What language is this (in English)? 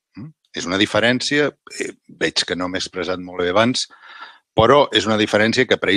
Catalan